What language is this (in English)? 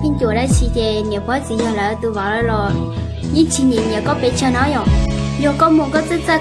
Hmong